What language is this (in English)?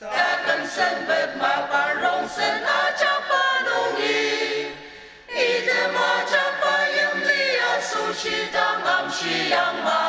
Ao Naga